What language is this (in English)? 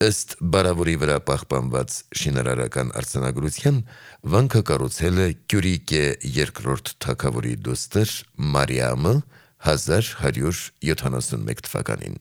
Armenian